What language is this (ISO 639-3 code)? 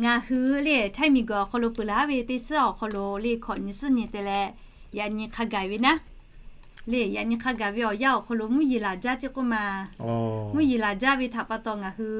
lhu